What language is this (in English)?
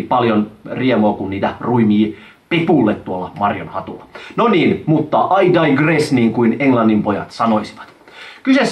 Finnish